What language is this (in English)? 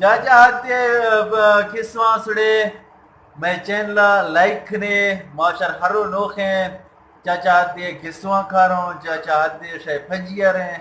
Eastern Balochi